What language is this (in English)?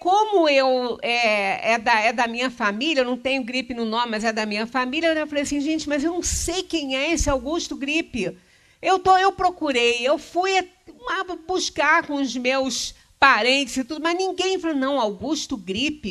Portuguese